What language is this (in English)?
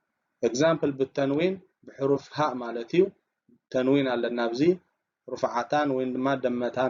Tigrinya